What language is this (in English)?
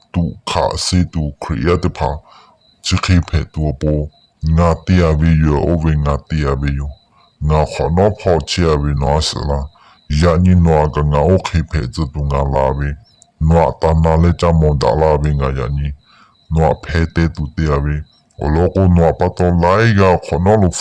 Lahu